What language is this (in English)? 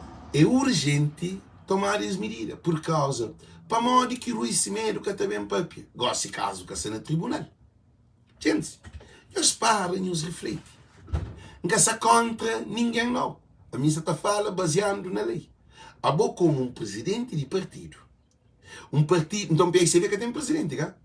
Kabuverdianu